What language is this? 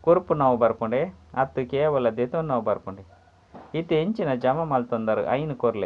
Tulu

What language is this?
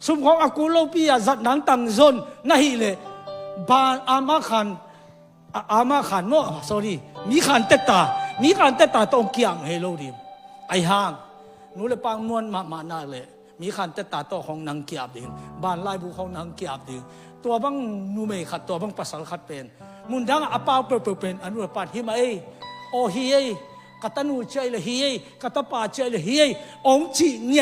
Tedim Chin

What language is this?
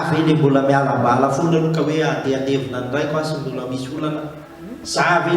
Malagasy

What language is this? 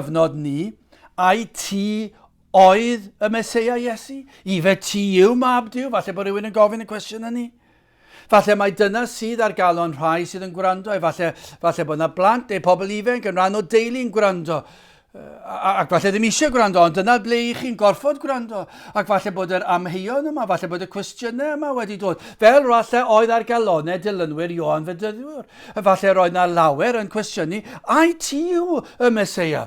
Welsh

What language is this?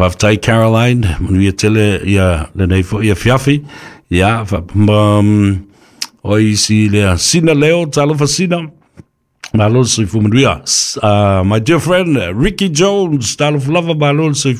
Samoan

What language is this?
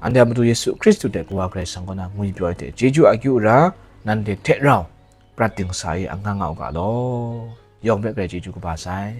Kachin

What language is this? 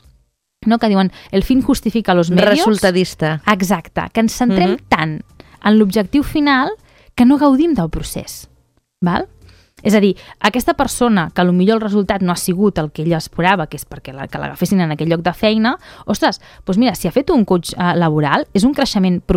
Catalan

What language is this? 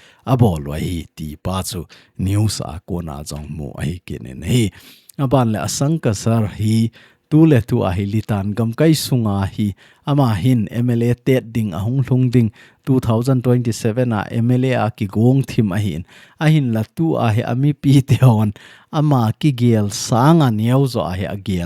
Thado Chin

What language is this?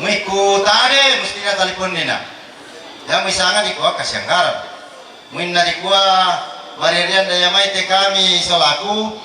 Toraja-Sa'dan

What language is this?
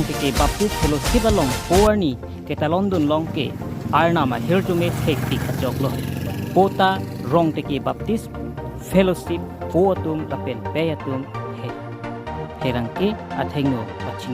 Karbi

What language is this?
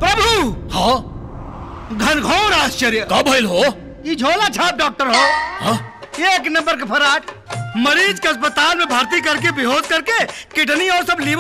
Bhojpuri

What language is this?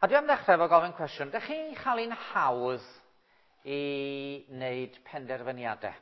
Welsh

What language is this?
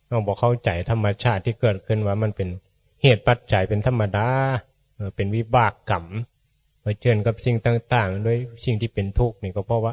Northeastern Thai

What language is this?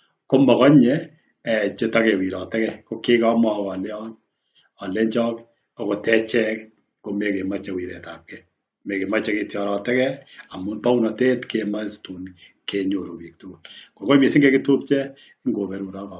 Kalenjin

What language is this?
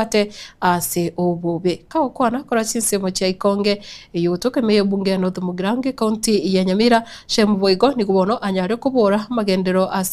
Gusii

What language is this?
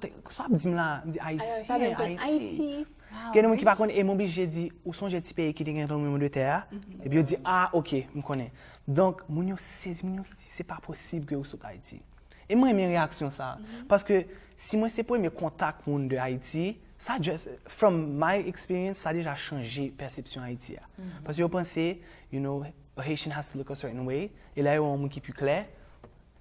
Haitian Creole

